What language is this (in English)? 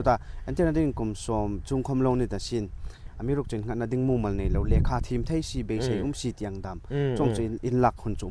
Hmar